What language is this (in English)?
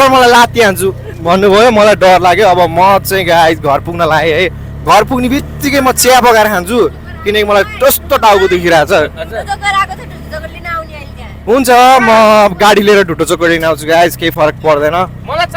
Nepali